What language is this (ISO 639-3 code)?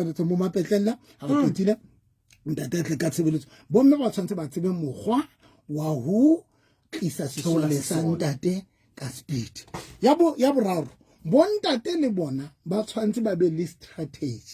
sot